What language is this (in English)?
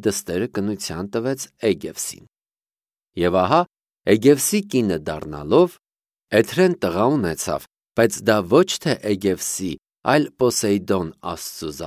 Armenian